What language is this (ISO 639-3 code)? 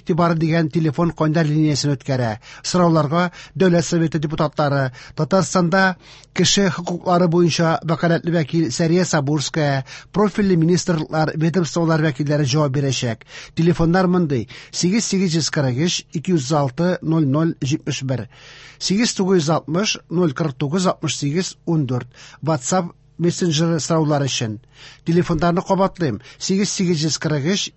tat